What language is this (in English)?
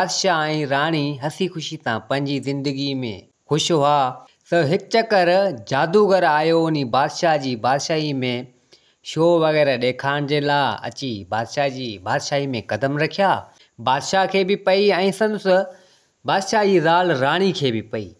Sindhi